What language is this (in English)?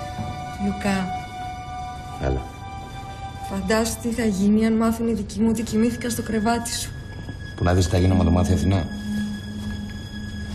Greek